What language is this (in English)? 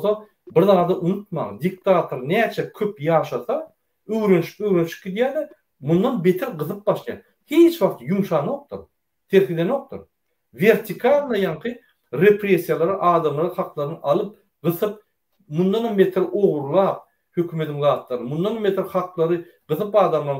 Turkmen